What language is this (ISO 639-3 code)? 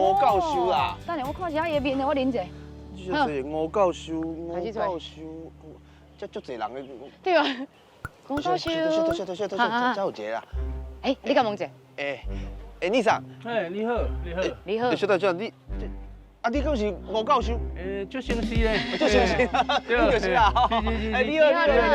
nan